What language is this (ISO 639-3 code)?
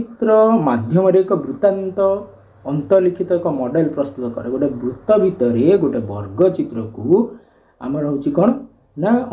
ori